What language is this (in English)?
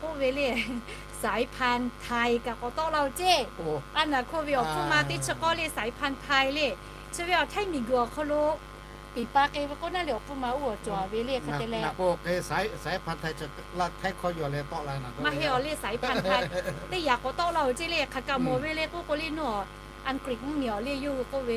Lahu